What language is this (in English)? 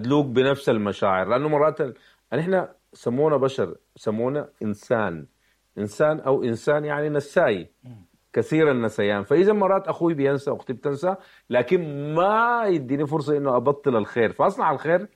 Sudanese Arabic